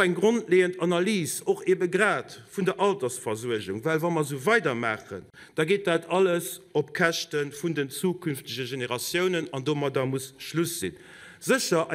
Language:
Luxembourgish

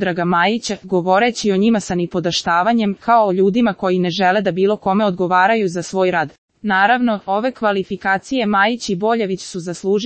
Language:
Serbian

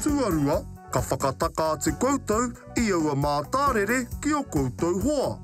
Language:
Māori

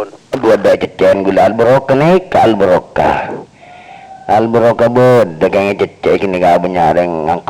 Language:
Madurese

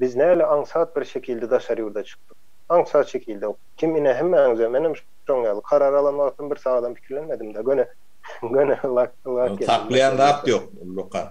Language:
Turkmen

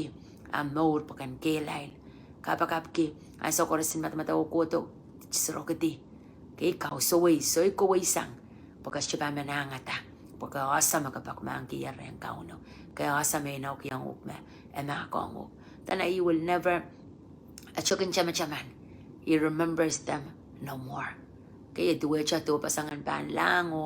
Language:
Pohnpeian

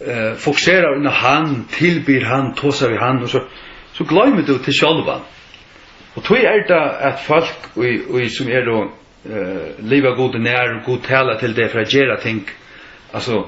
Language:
Faroese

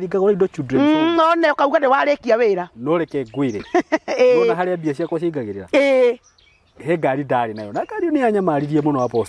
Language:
Kikuyu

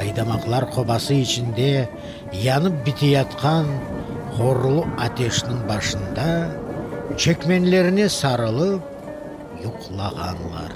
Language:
Crimean Tatar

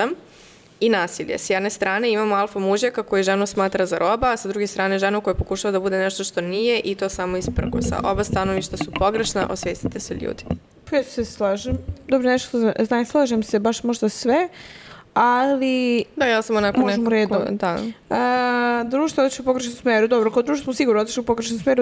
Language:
Serbian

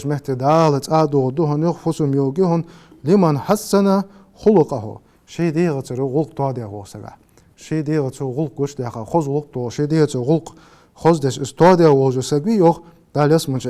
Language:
Ingush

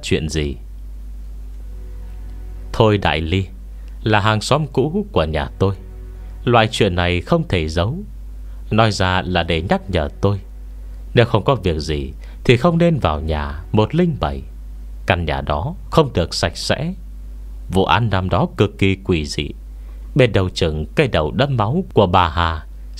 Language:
Vietnamese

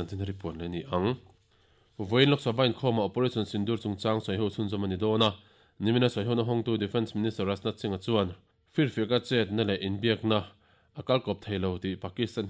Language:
Mizo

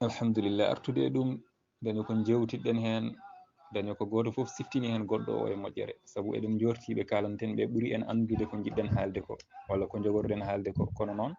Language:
Fula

